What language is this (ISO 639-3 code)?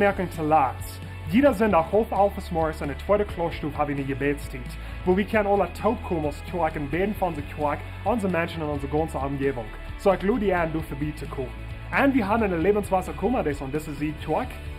pdt